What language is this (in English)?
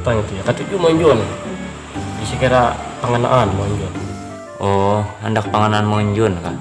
Banjar